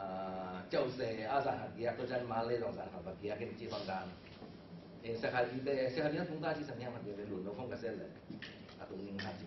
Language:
Tedim Chin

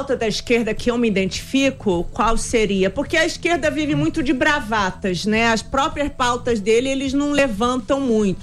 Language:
Portuguese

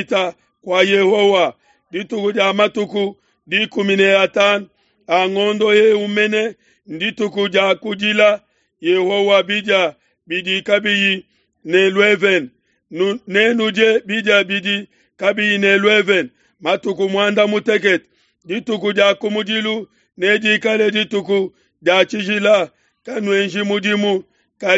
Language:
Luba-Lulua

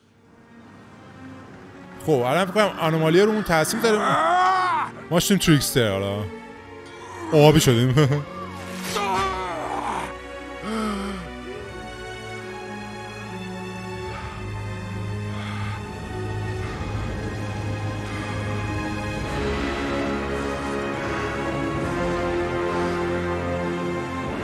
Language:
Persian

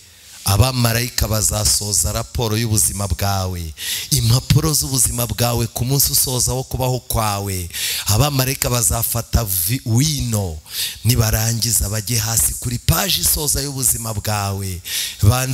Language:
Kinyarwanda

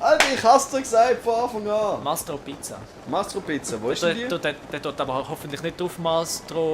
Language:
Swiss German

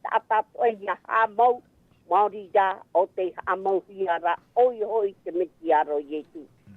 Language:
Tahitian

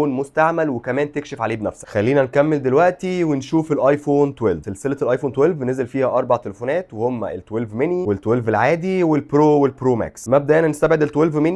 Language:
Egyptian Arabic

